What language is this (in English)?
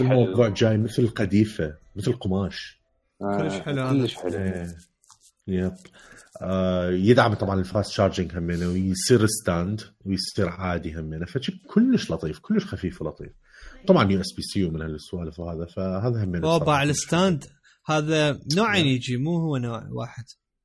Mesopotamian Arabic